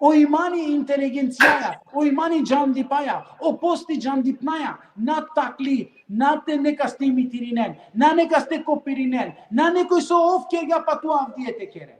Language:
Balkan Romani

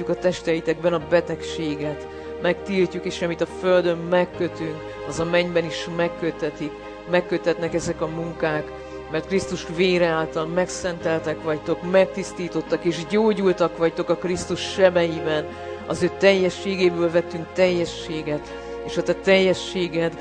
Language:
Hungarian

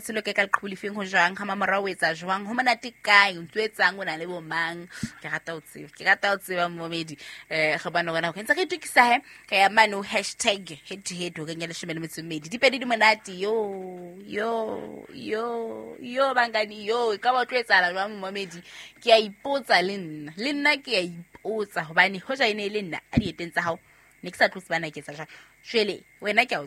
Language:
Southern Sotho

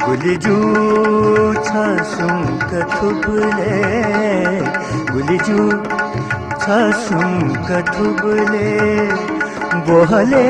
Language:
Newari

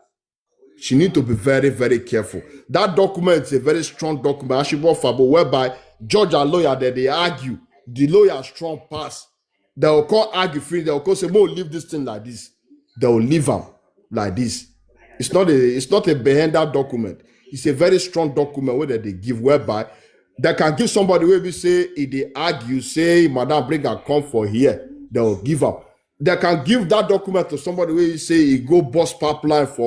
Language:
Nigerian Pidgin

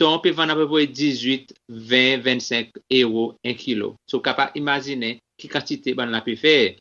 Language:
Seselwa Creole French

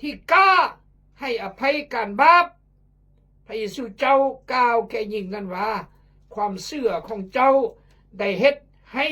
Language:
Khmu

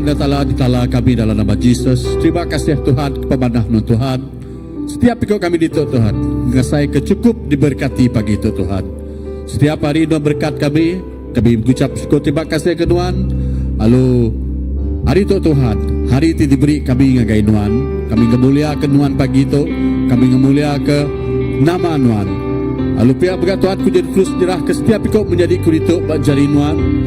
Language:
Iban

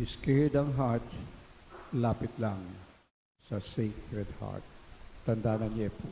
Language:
Pampanga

